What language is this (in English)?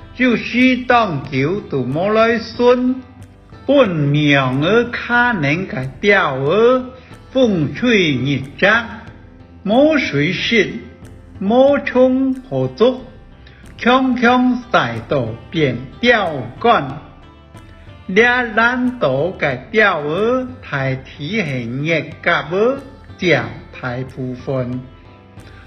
Hakka Chinese